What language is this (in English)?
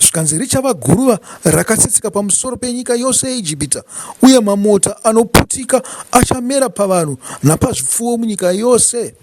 Shona